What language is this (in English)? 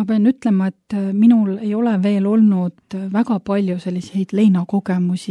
Estonian